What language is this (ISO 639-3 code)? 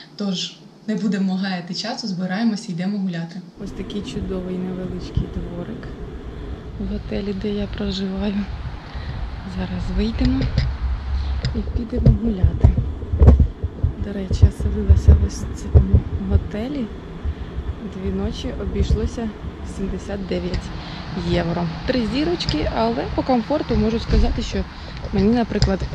ukr